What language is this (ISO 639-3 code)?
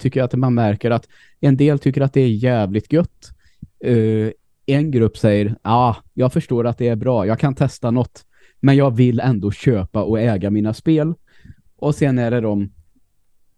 swe